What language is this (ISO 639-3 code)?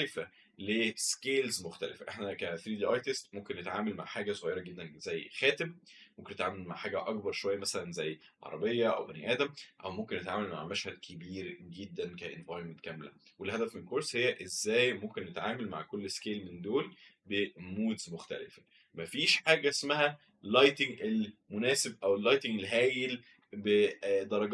arz